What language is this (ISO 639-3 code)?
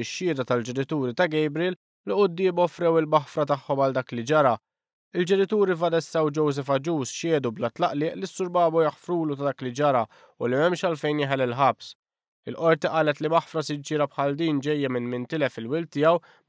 mlt